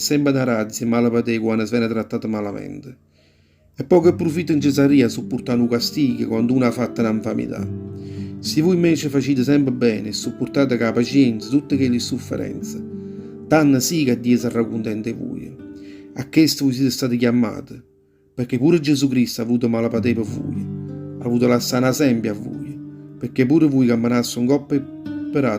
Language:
Neapolitan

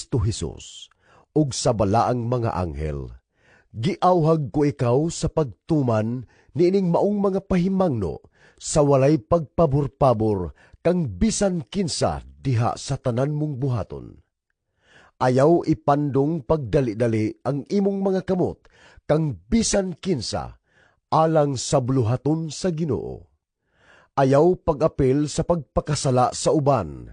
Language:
Cebuano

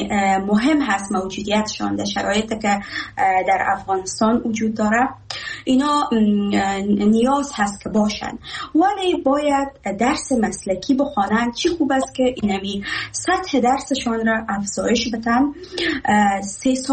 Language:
Persian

